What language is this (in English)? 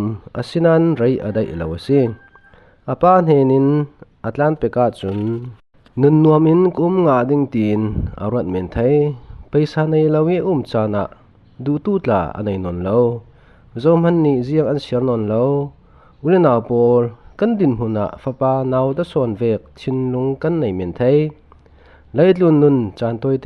Falam Chin